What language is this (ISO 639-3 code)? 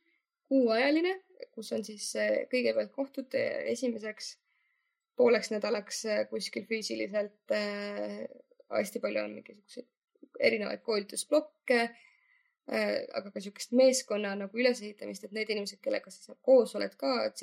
est